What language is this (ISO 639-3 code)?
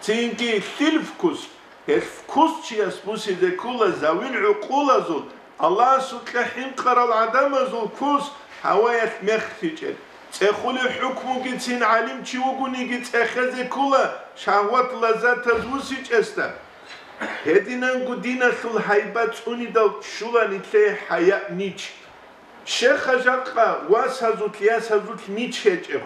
ava